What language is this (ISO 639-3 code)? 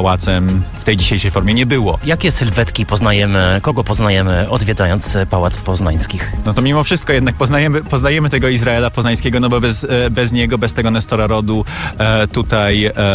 pol